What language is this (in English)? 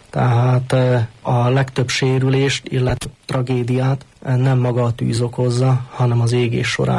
Hungarian